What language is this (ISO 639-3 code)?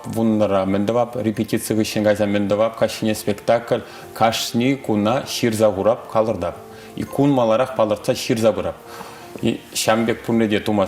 chv